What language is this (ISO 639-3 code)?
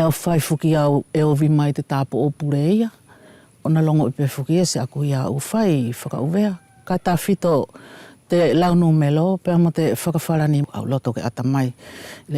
wls